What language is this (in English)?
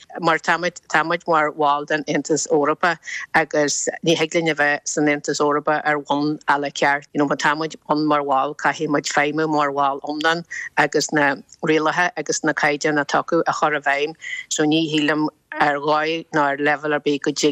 Irish